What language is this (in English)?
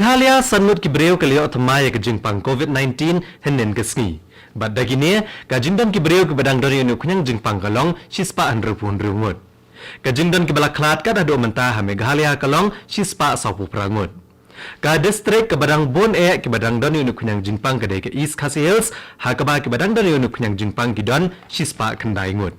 Khasi